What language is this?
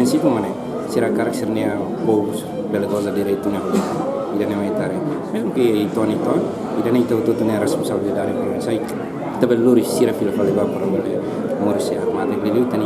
Tetum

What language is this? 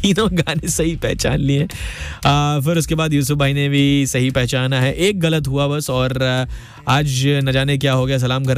Hindi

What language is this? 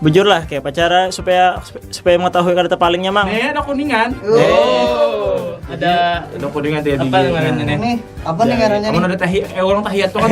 Banjar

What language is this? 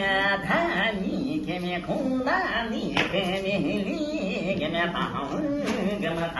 Yakut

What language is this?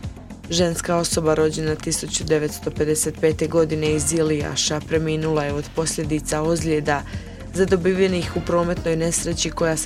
Bosnian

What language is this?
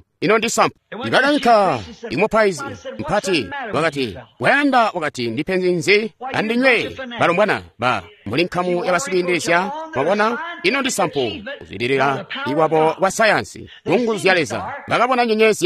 Tonga (Zambia)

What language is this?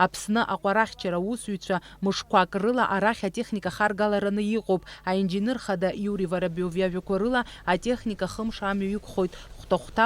Abkhazian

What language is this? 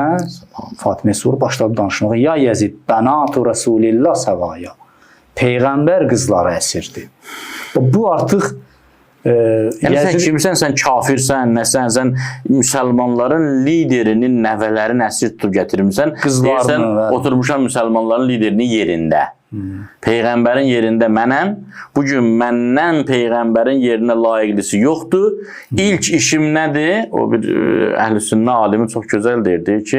Azerbaijani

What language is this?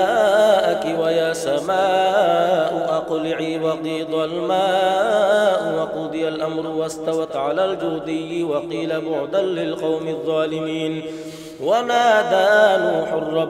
Arabic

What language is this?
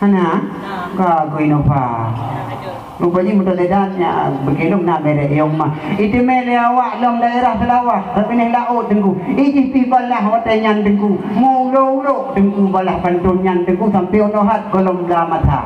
Achinese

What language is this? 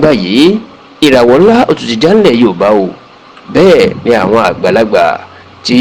Yoruba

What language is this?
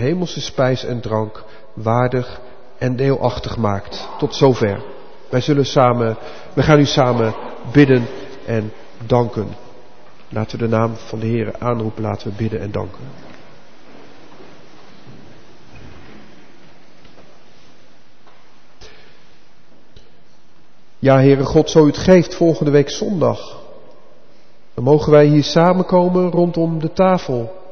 Dutch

